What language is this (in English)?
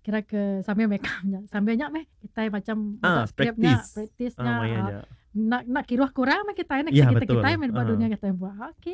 Iban